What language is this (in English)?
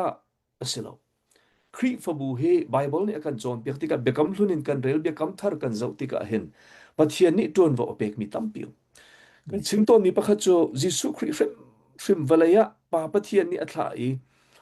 Hakha Chin